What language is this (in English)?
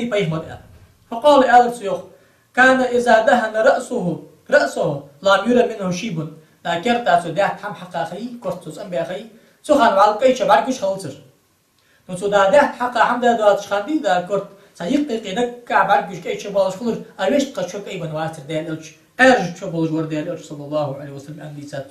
Ingush